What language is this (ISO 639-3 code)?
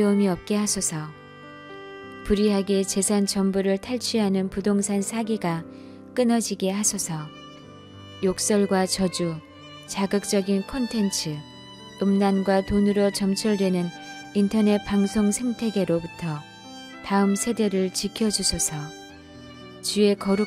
kor